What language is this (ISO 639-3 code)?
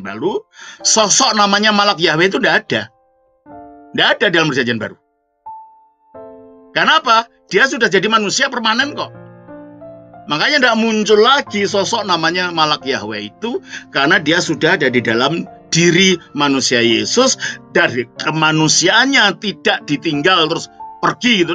ind